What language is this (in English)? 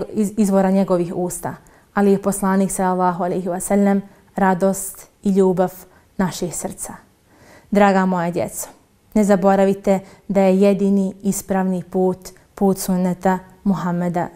Bosnian